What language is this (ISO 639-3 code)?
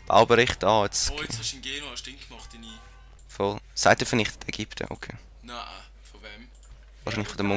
gsw